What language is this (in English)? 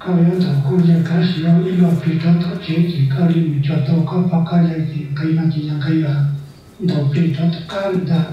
Hmong